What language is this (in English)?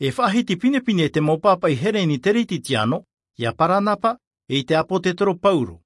Tahitian